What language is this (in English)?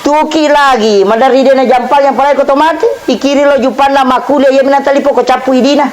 Buginese